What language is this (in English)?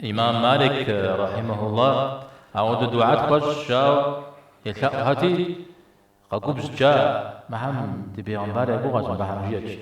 Kabardian